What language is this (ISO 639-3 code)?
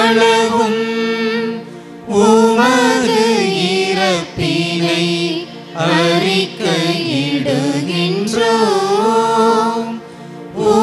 tam